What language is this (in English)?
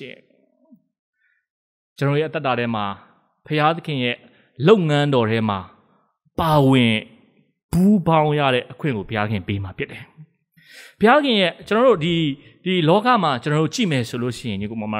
Burmese